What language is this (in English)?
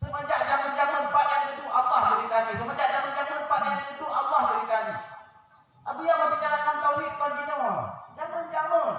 Achinese